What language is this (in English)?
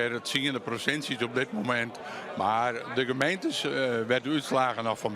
Western Frisian